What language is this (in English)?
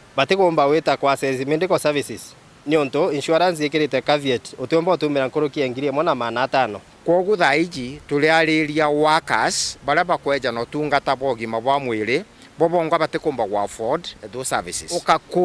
Meru